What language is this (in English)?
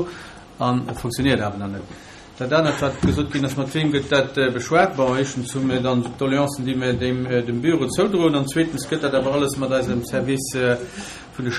Luxembourgish